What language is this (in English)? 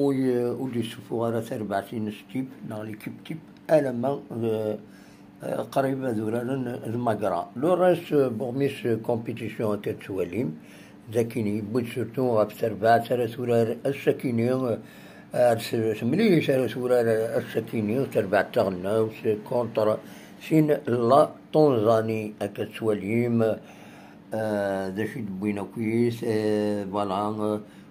Kabyle